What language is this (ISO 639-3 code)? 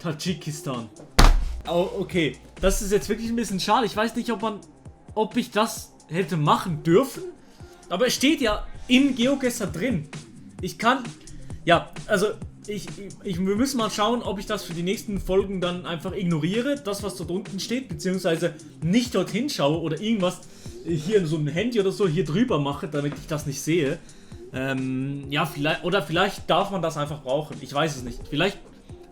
gsw